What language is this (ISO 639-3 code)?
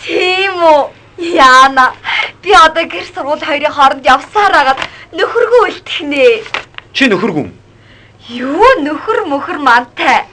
mon